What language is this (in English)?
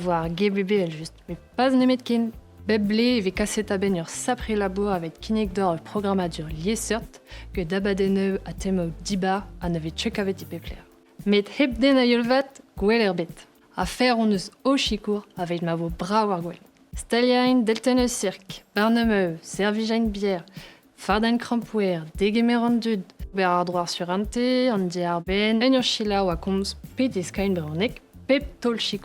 Breton